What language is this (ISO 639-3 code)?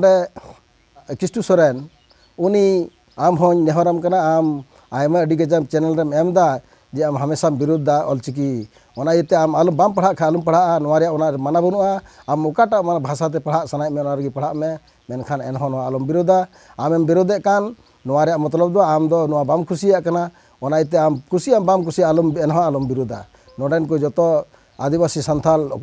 sat